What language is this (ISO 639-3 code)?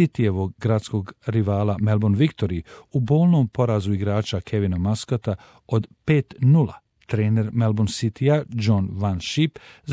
bos